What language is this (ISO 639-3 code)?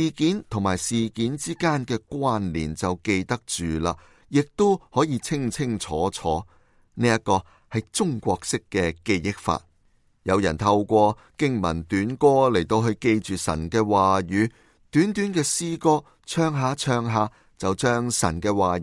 yue